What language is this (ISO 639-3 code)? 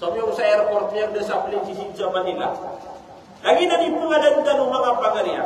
mrw